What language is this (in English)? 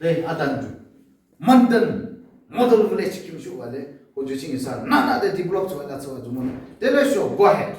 Yimchungru Naga